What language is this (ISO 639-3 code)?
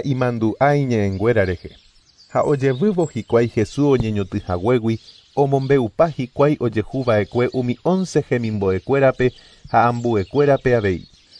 grn